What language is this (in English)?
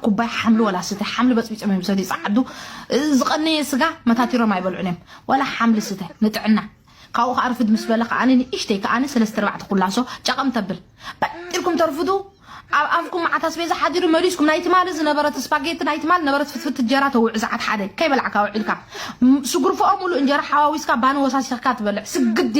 Tigrinya